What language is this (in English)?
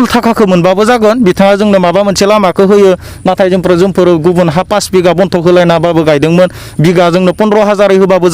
Bodo